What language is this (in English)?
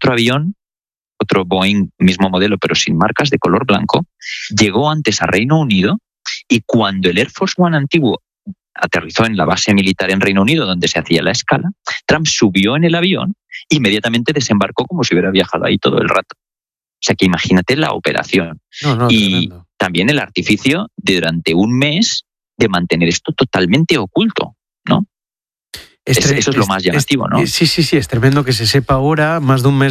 Spanish